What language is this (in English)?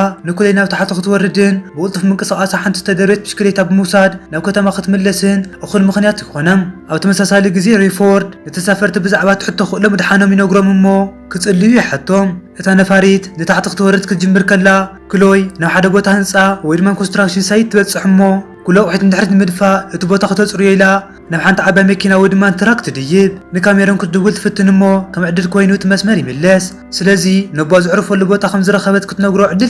Tigrinya